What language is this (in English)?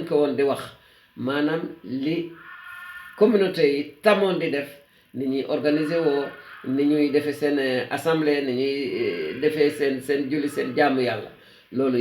Wolof